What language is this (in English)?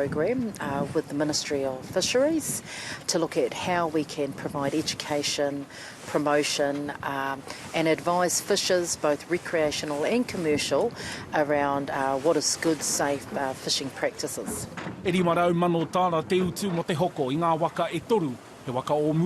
Māori